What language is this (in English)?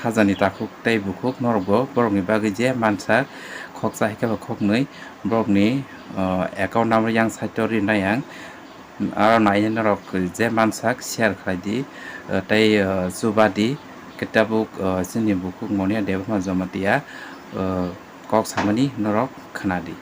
Kok Borok